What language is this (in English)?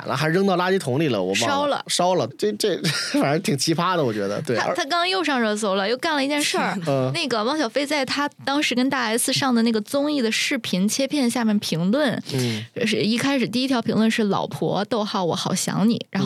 Chinese